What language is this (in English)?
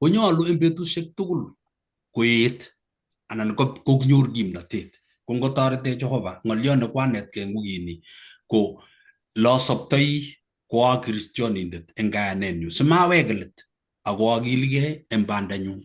Kalenjin